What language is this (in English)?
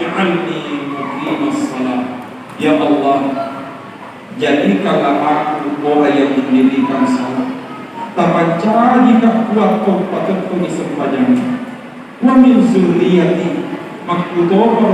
Buginese